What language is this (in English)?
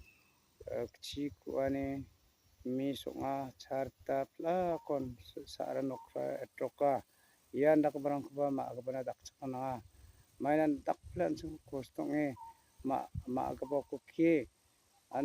Garo